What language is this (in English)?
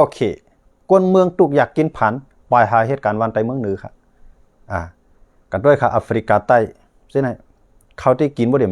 Shan